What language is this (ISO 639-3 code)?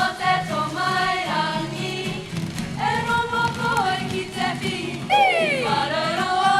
mri